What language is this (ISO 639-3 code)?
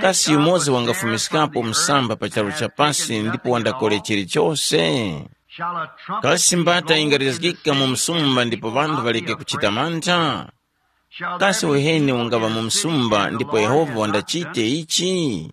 tum